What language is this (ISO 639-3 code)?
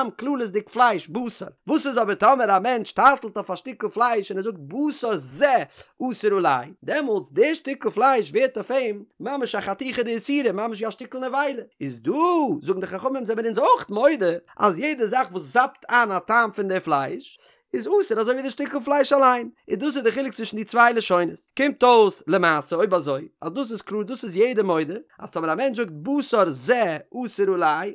yid